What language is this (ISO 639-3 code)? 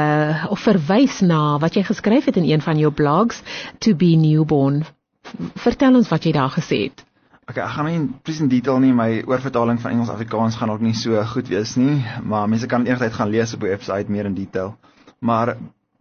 afr